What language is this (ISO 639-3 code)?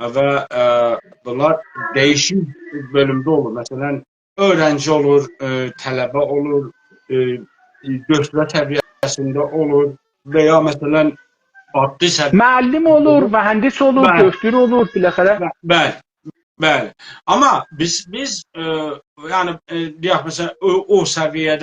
azb